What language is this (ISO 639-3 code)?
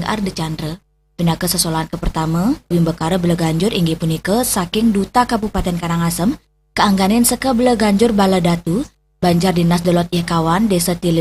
ban